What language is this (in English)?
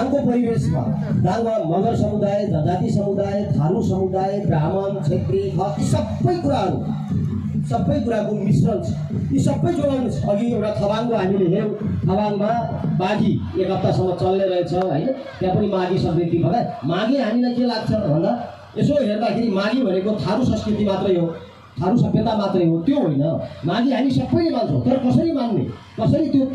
Nepali